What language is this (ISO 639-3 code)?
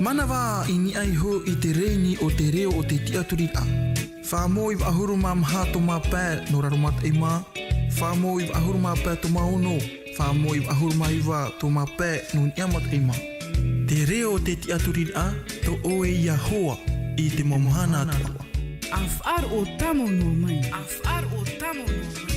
tah